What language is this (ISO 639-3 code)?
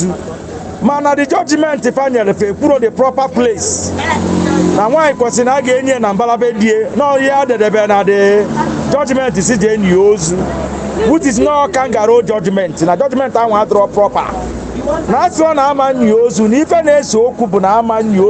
ibo